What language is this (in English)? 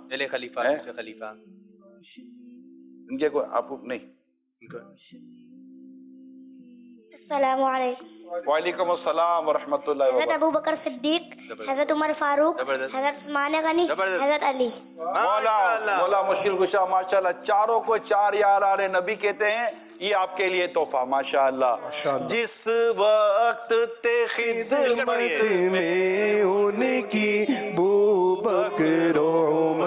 Urdu